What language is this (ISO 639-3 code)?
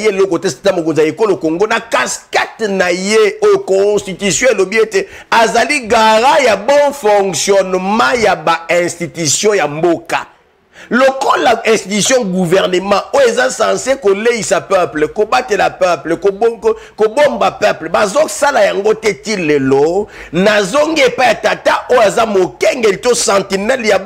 lin